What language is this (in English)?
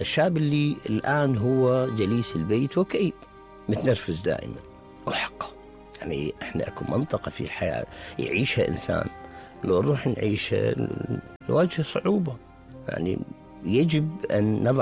Mesopotamian Arabic